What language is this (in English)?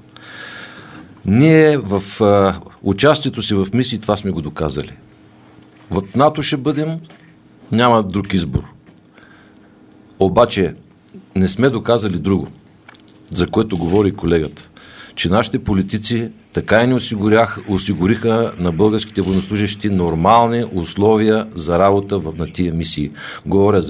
Bulgarian